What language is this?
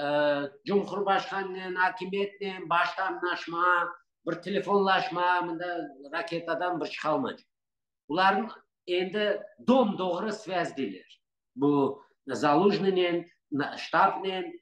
Crimean Tatar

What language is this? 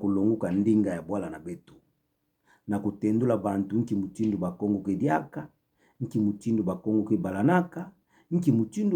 Kituba (Democratic Republic of Congo)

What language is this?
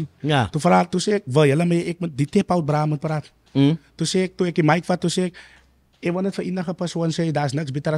Afrikaans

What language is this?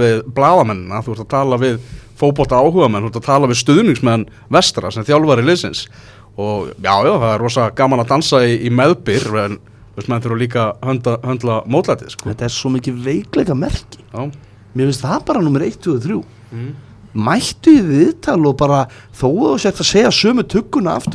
Icelandic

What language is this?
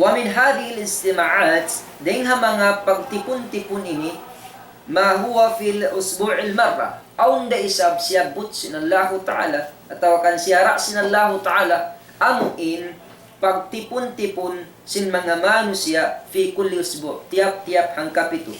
Tausug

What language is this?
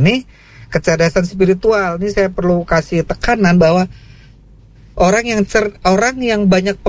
Indonesian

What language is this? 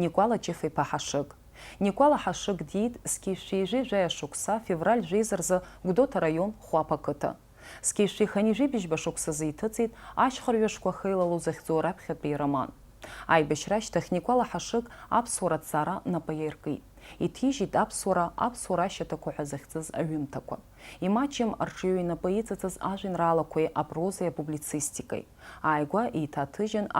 Abkhazian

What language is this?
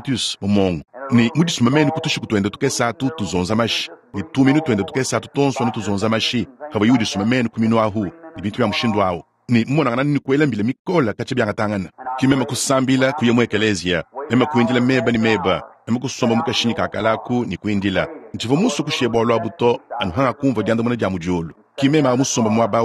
Luba-Lulua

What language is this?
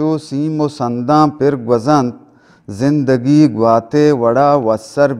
Eastern Balochi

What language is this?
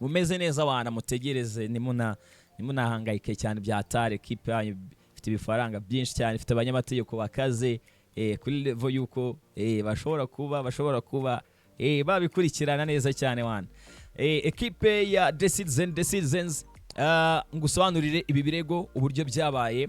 Kinyarwanda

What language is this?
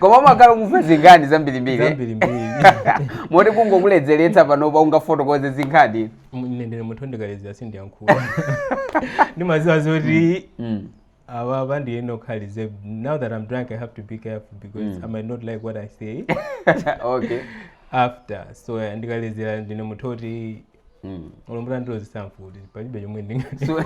Nyanja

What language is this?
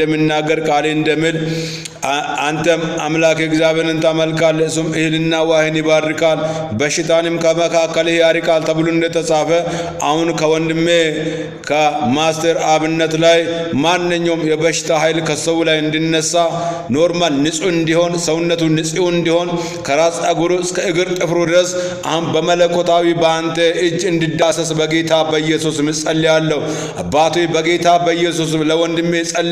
Amharic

